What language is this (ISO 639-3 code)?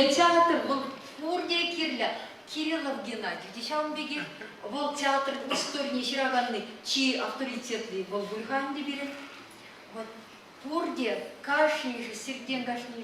chv